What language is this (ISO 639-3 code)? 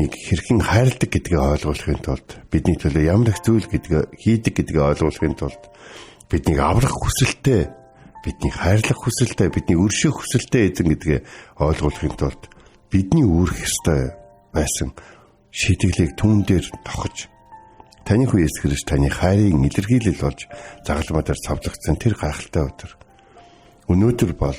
mon